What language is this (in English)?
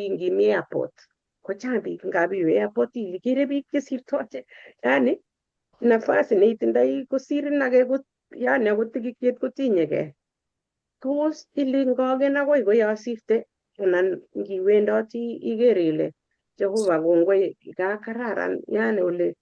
Kalenjin